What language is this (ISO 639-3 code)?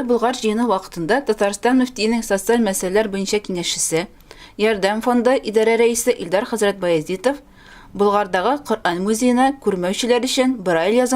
tat